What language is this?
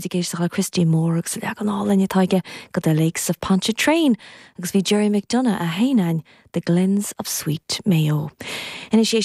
Irish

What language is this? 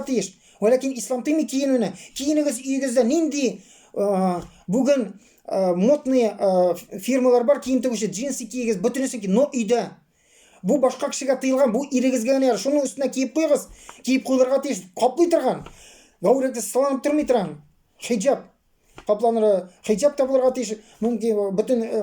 Tatar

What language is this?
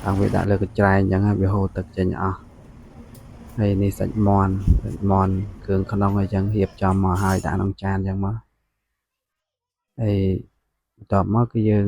Khmer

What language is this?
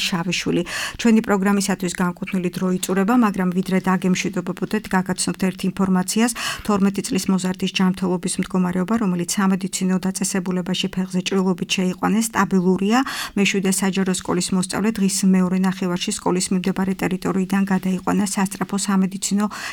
Georgian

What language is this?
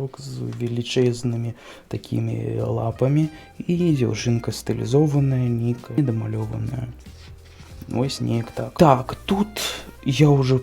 Belarusian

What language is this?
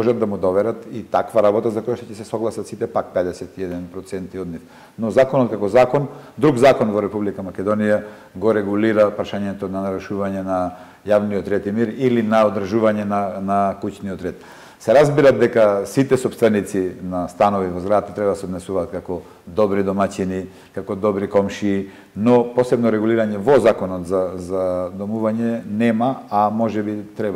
Macedonian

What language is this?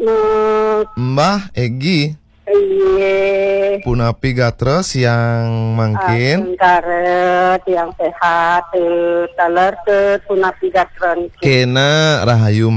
Balinese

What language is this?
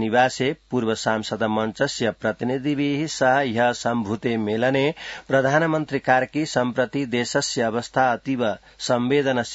Sanskrit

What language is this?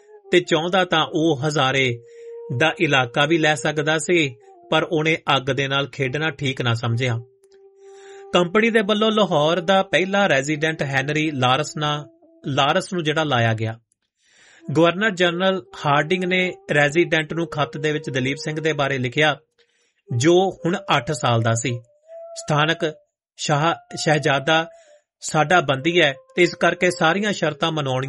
Punjabi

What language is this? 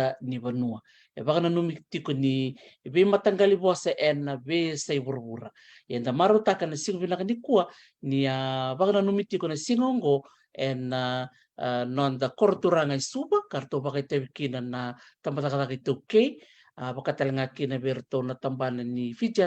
Fijian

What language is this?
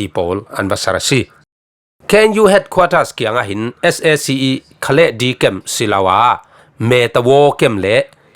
Falam Chin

